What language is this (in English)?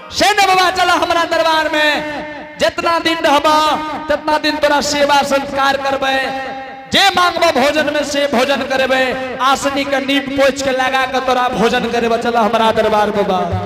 Angika